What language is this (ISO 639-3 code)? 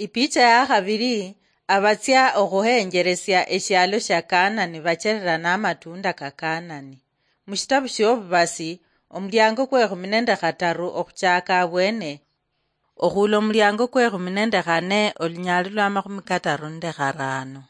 luy